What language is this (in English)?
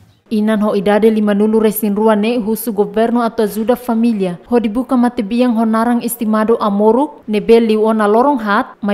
Tetum